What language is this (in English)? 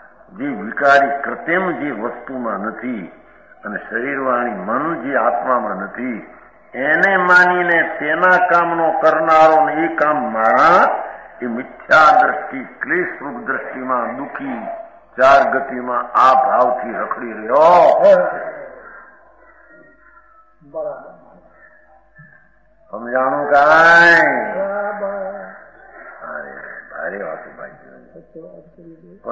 Gujarati